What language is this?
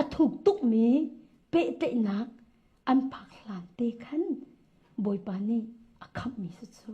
Hakha Chin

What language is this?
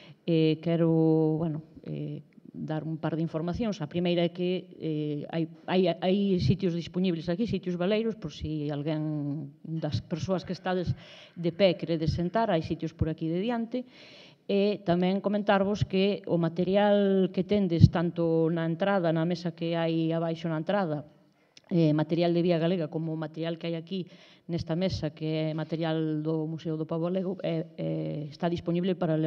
Galician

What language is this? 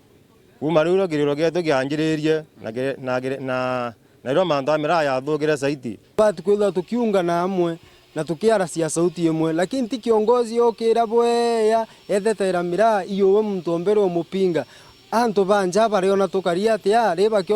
Meru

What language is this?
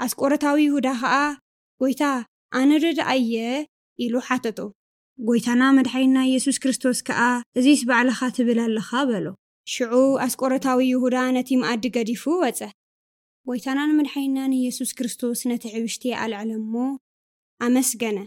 Tigrinya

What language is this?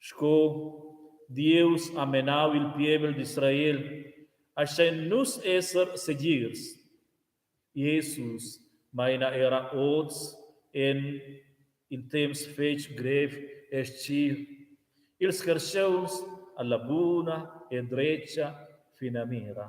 Romansh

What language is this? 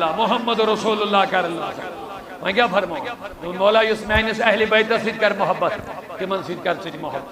Kashmiri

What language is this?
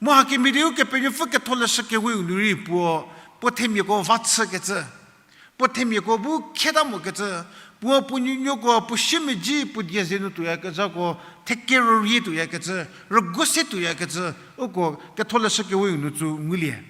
Angami Naga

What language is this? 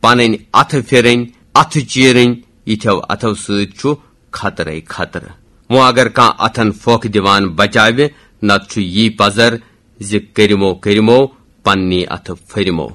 Kashmiri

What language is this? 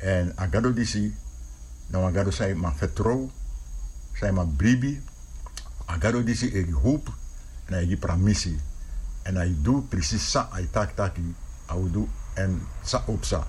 Sranan Tongo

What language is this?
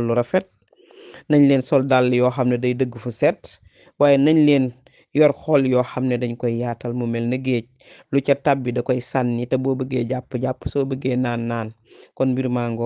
Wolof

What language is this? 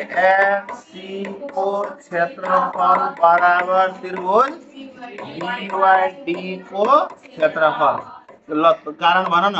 Nepali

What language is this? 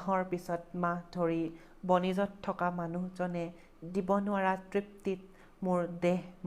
Assamese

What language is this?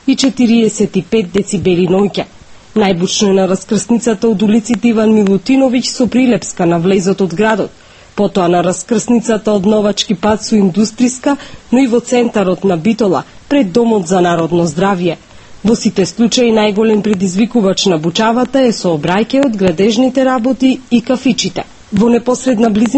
Macedonian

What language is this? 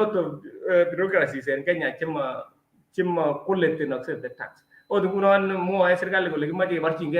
Kalenjin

